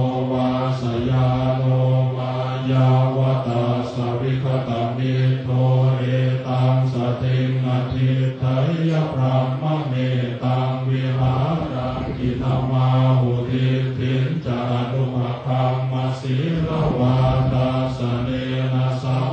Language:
Pali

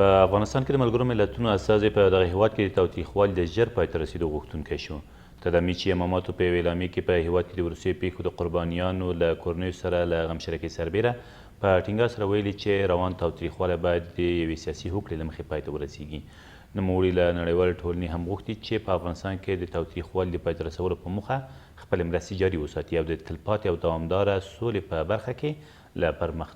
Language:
Pashto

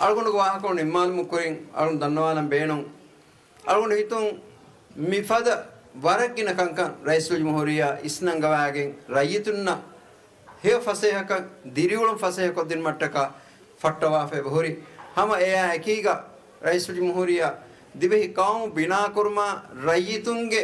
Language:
Divehi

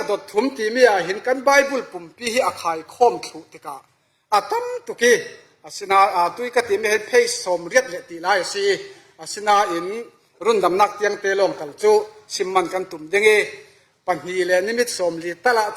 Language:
Falam Chin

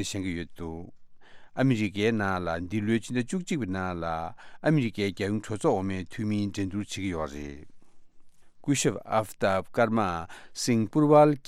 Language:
Tibetan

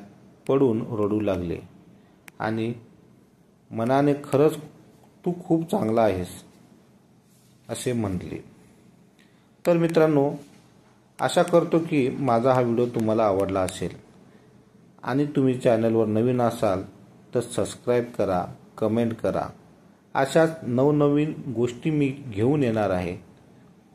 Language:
Marathi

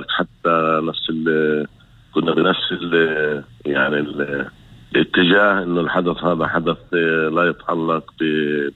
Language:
North Levantine Arabic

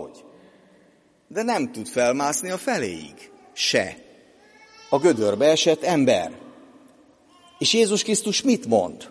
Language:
Hungarian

